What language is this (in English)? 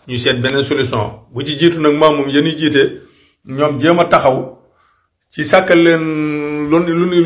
Wolof